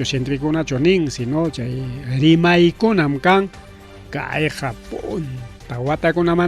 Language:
Ayacucho Quechua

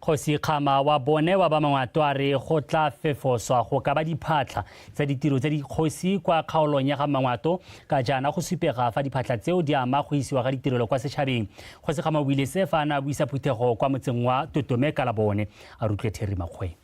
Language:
Tswana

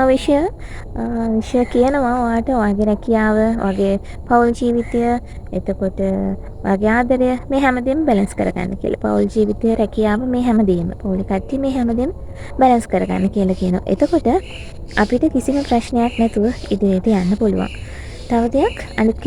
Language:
Sinhala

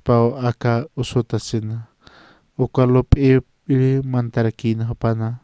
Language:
Aymara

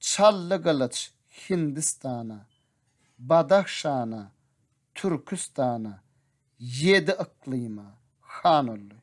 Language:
Turkmen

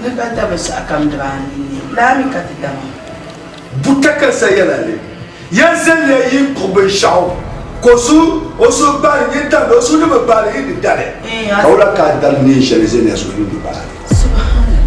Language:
Dagbani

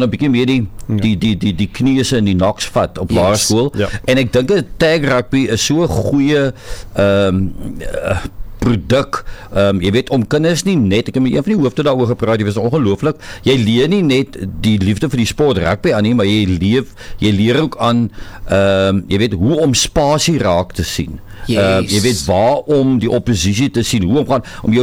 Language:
Afrikaans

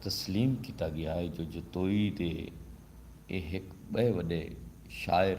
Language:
Saraiki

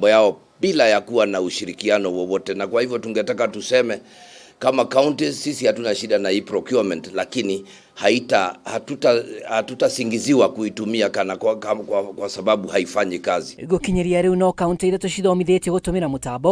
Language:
Kikuyu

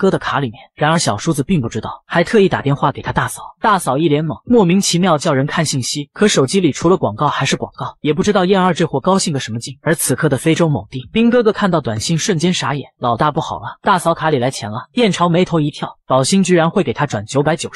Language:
Chinese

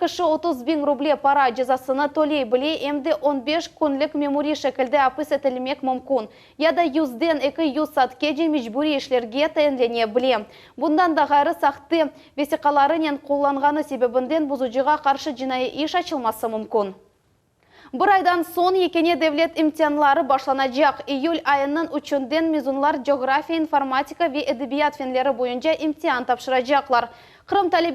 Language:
Crimean Tatar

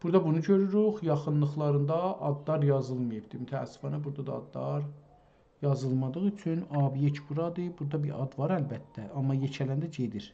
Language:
South Azerbaijani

